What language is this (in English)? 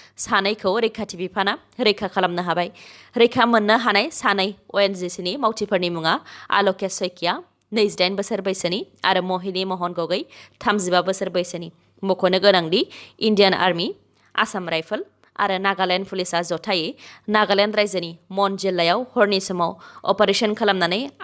Bodo